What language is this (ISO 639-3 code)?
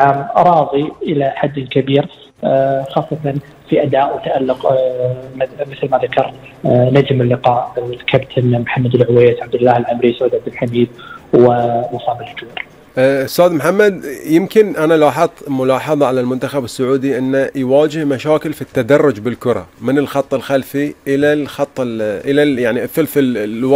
afb